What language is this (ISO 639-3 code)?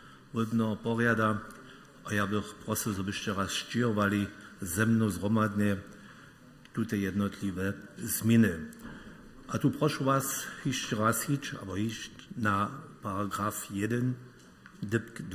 hsb